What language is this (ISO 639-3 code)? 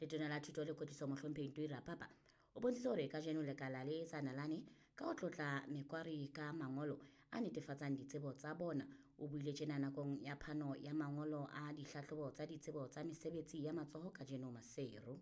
sot